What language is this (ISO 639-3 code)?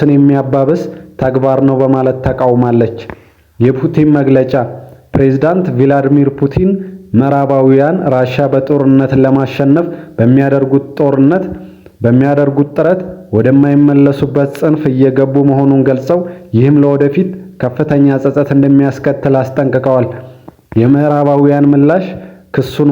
amh